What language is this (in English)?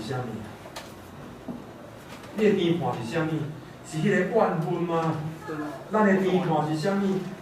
Min Nan Chinese